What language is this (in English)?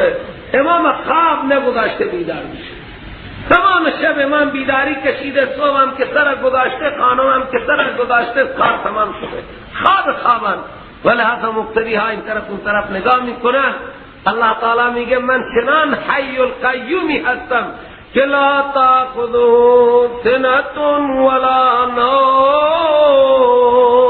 Persian